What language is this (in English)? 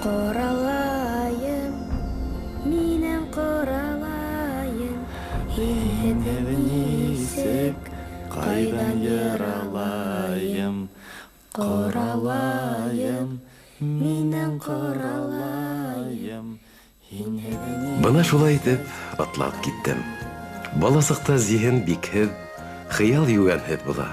Bashkir